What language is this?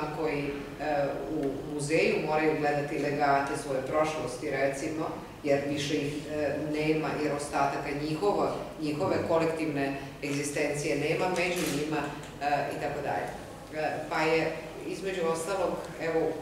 Serbian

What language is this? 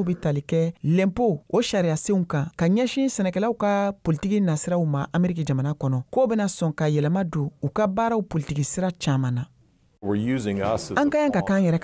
Bambara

